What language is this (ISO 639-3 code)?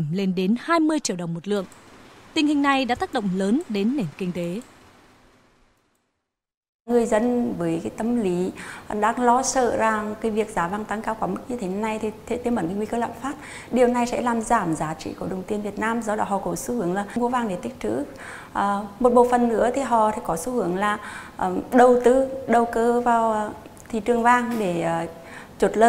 vie